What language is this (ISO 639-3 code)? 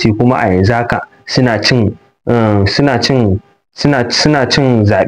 hau